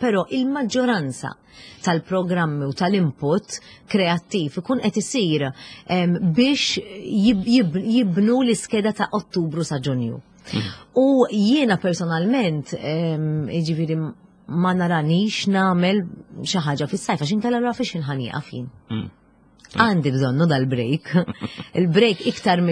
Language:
Maltese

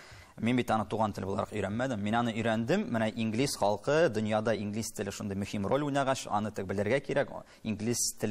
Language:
Tatar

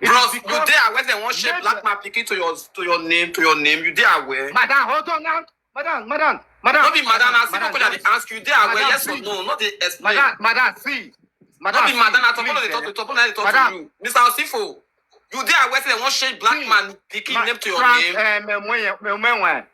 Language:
Nigerian Pidgin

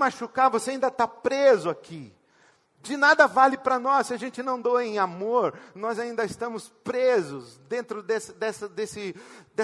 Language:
Portuguese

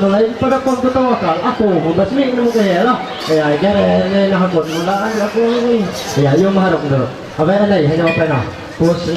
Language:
Ma'anyan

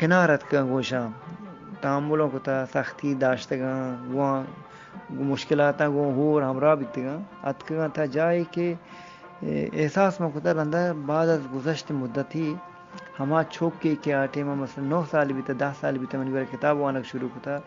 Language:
Eastern Balochi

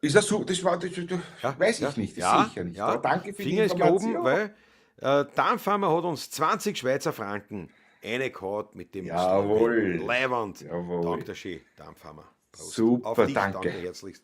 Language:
Bavarian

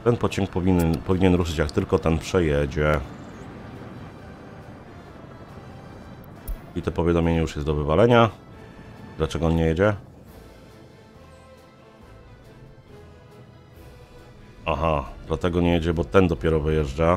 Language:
Polish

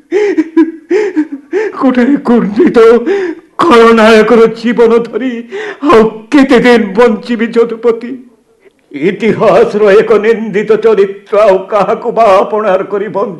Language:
Odia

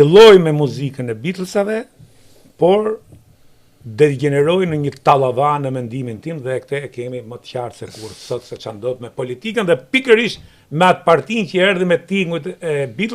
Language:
Albanian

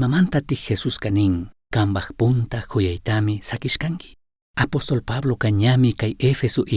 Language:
Chimborazo Highland Quichua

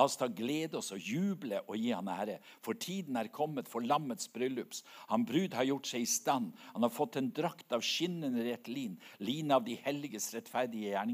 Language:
Norwegian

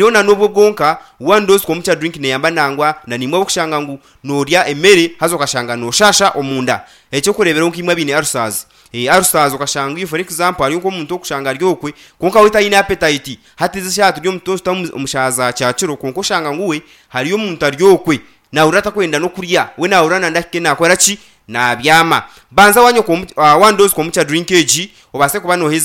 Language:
Nyankole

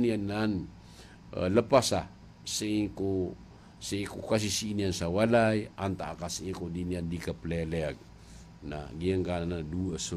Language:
Maranao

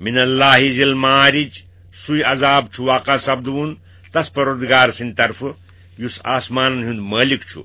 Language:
Kashmiri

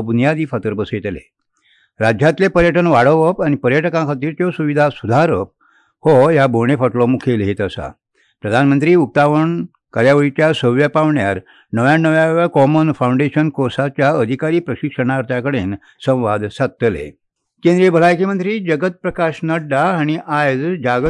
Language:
Konkani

